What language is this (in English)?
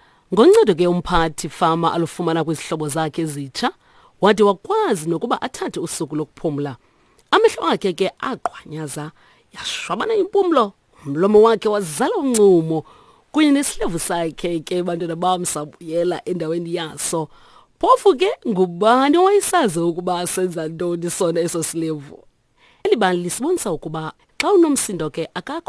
Xhosa